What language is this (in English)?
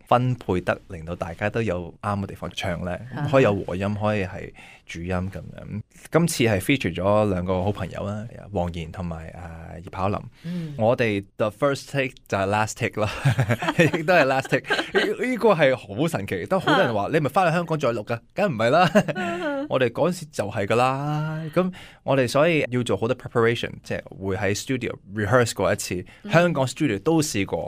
Cantonese